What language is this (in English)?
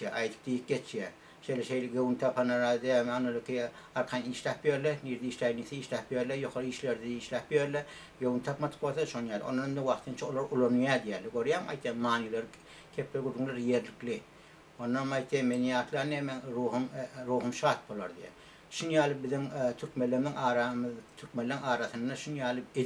Turkmen